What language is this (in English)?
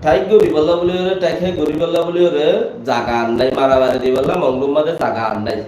Rohingya